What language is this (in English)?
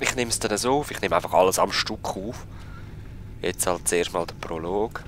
Swiss German